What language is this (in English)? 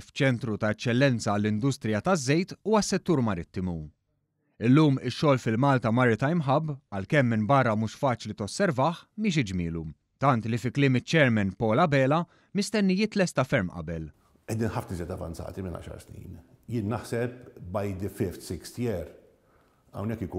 Maltese